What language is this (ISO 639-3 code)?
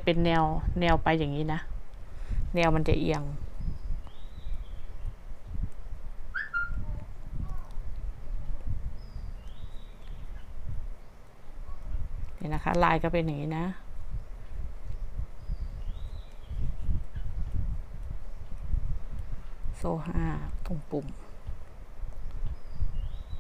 tha